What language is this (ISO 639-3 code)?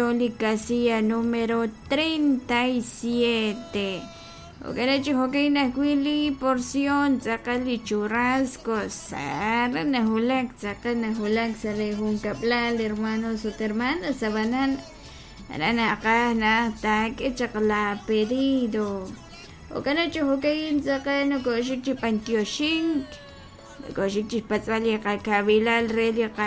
kek